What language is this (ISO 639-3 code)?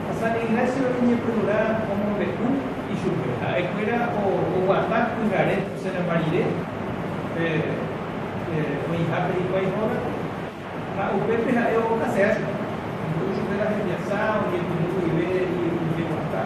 grn